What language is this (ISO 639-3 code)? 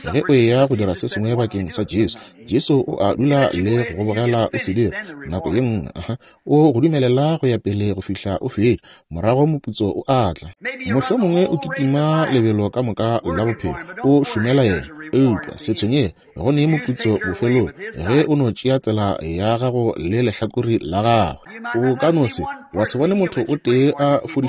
nso